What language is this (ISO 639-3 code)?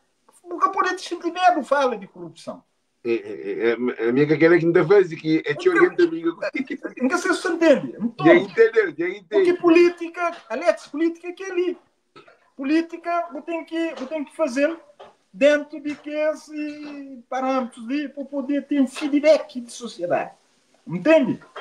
kea